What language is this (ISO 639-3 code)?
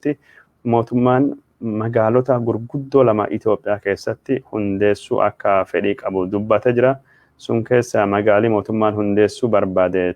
orm